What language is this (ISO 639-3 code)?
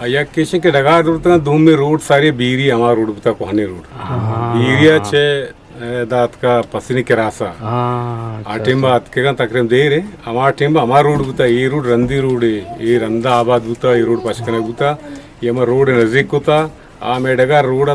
bgp